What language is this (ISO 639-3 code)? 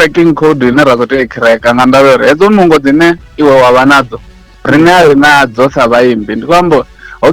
ven